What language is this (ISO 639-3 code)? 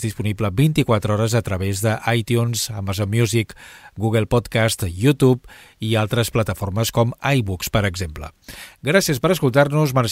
cat